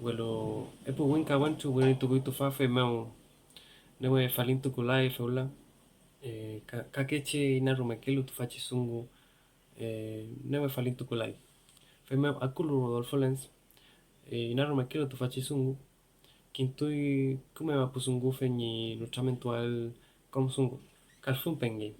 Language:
Mapuche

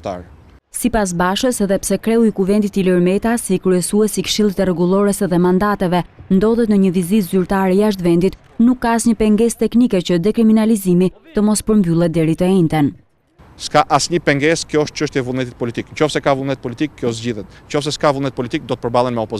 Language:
Albanian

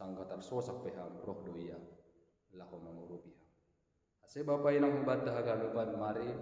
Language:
Batak Simalungun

